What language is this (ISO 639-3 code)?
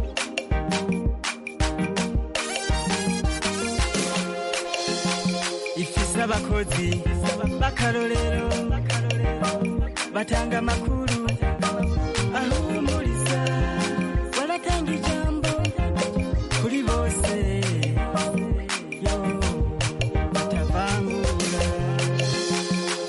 kin